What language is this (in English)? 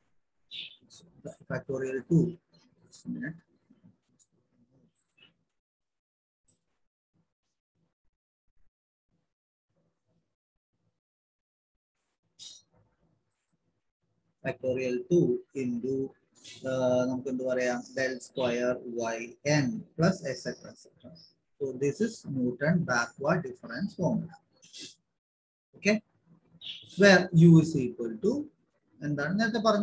Malayalam